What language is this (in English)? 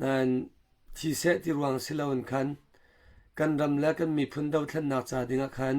Hakha Chin